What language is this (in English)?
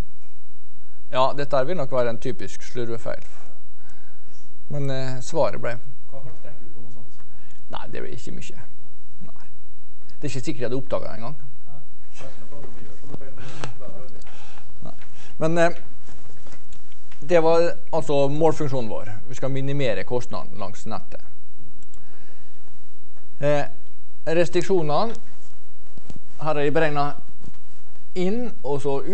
Norwegian